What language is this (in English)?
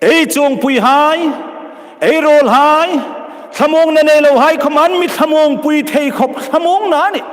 Hmar